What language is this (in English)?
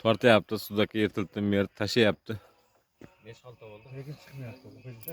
Uzbek